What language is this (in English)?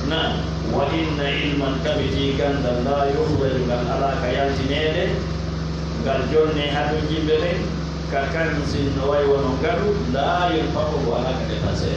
Pular